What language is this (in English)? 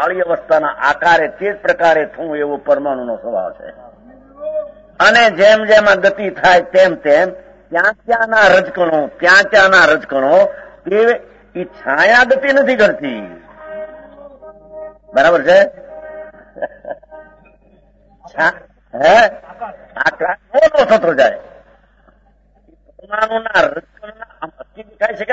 Gujarati